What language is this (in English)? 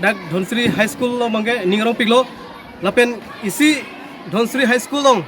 Karbi